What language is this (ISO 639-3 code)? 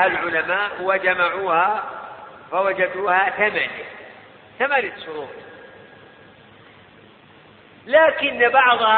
ara